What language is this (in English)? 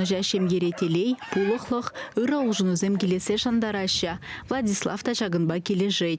Chuvash